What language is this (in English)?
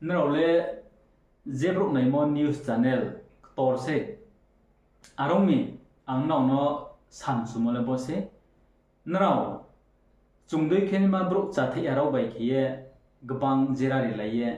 Riang (India)